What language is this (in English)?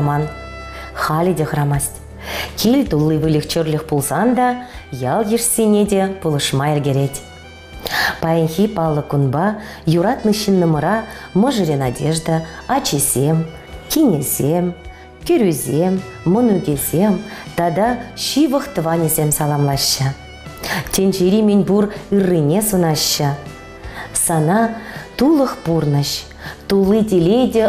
Chuvash